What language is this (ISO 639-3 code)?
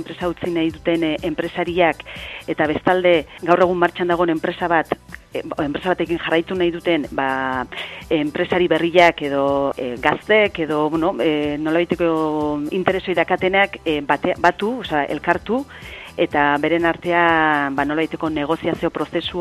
eus